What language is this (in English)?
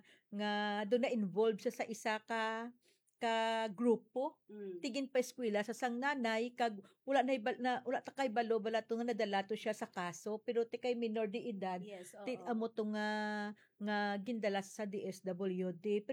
Hiligaynon